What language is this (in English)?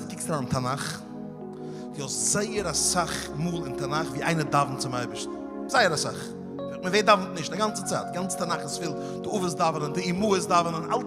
Yiddish